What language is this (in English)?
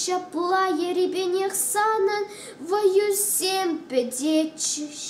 Chuvash